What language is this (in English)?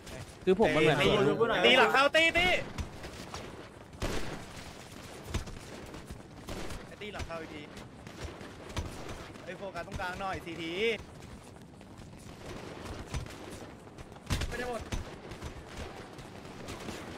Thai